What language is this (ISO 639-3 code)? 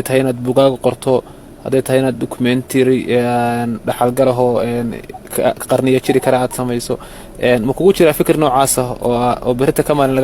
som